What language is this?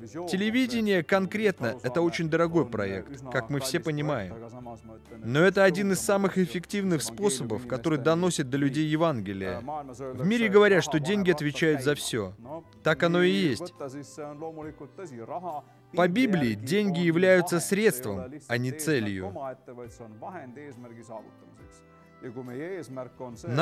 Russian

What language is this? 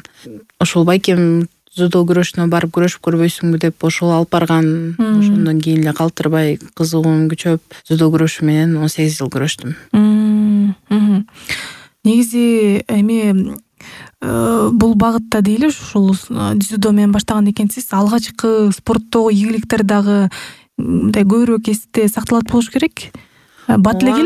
Kyrgyz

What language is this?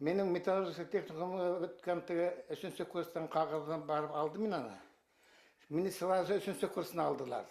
Bashkir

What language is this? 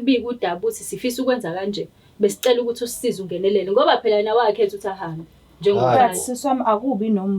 Zulu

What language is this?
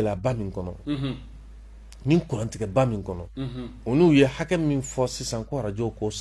Bambara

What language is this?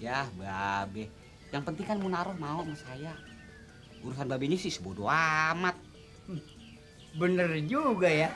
Betawi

